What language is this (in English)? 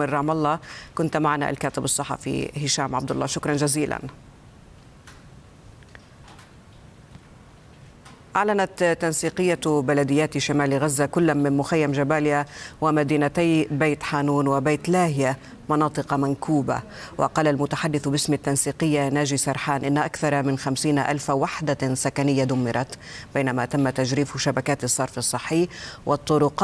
Arabic